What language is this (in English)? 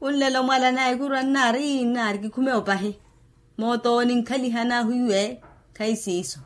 Makhuwa